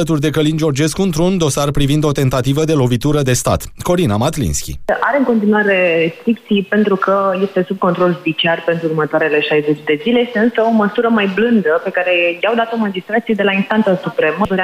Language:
Romanian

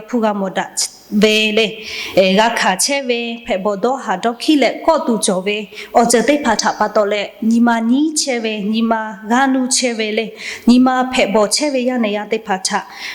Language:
Lahu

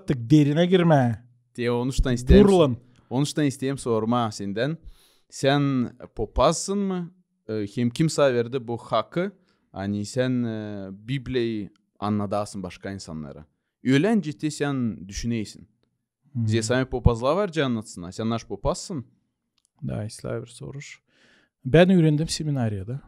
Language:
Gagauz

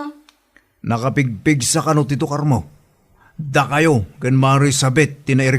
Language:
Iloko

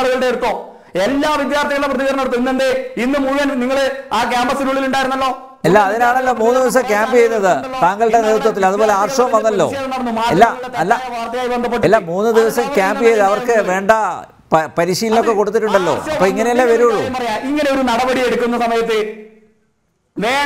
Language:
Malayalam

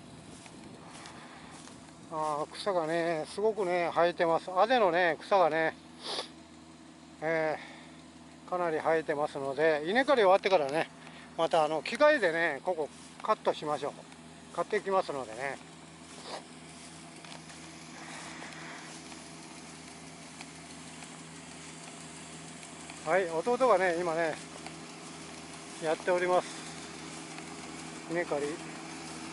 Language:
Japanese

